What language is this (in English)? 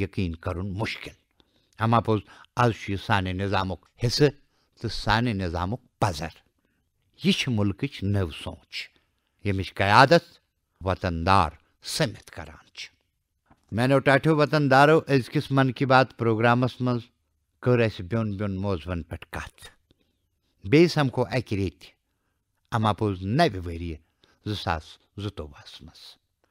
Kashmiri